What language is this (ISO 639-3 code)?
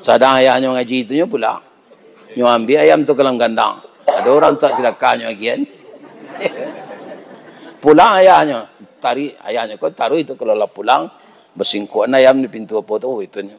min